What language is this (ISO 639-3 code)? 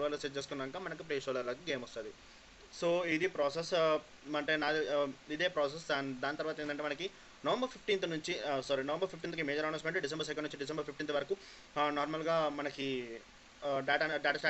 tel